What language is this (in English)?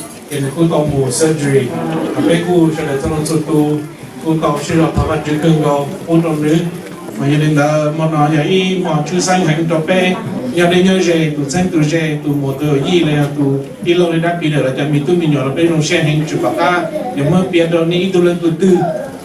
Hmong